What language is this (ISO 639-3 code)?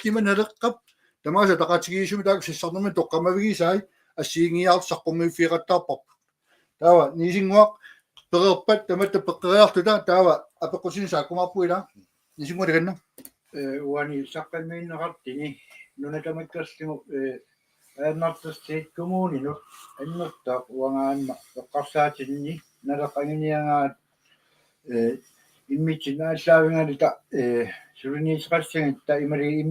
kal